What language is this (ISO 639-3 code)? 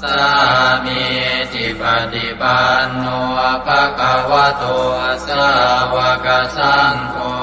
pli